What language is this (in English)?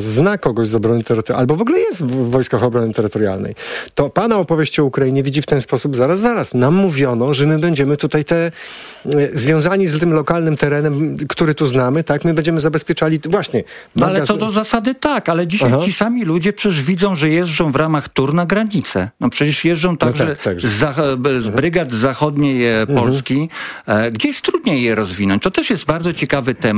Polish